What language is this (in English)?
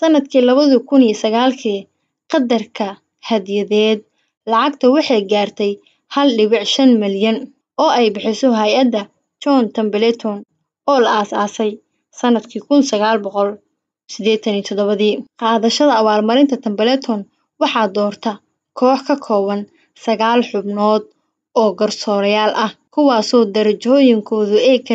Somali